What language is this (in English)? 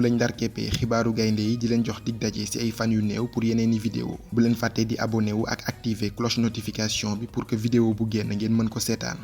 Wolof